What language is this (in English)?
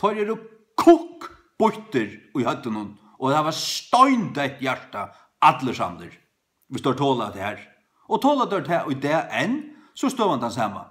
Faroese